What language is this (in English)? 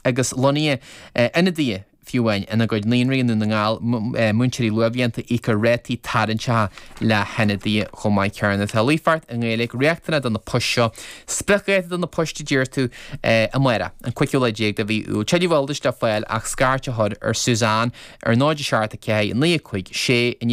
Irish